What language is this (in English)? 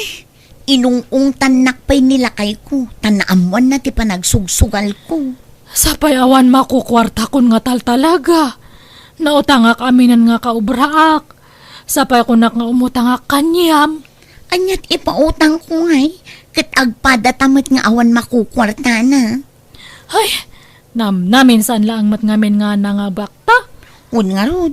Iloko